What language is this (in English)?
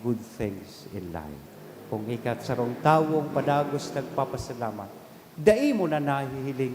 Bikol